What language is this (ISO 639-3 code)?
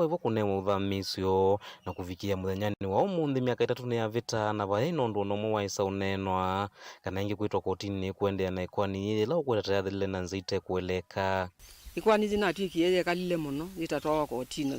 kam